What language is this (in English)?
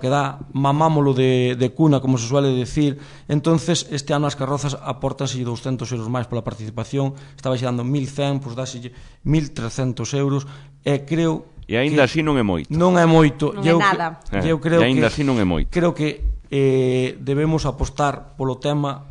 Galician